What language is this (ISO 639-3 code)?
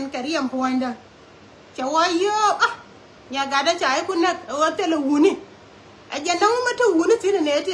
nus